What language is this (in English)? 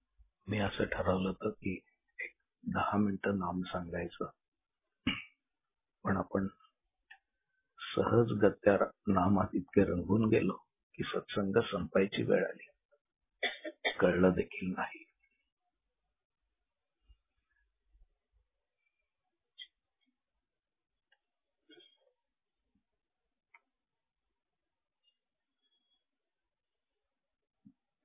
Marathi